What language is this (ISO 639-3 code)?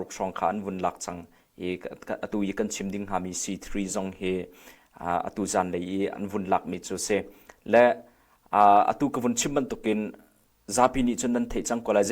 cnh